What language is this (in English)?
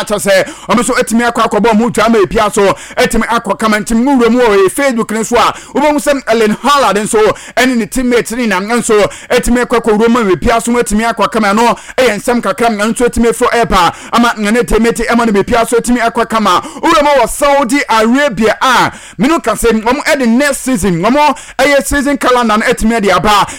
Akan